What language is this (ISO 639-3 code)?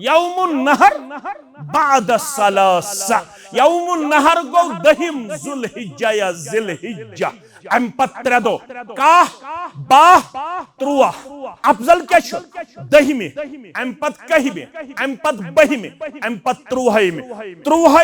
kas